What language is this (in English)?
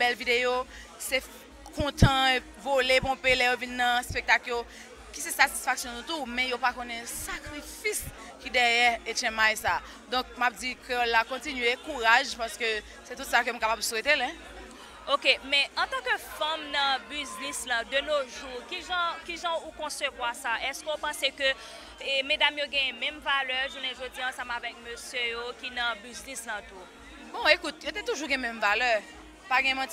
Haitian Creole